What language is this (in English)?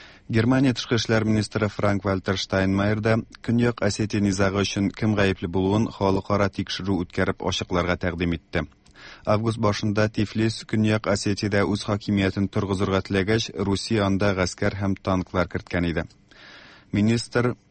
Tatar